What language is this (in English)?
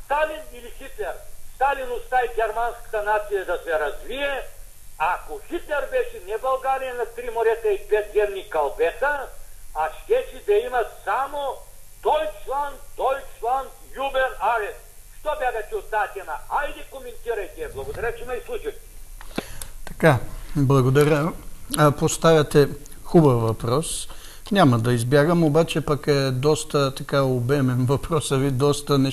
Bulgarian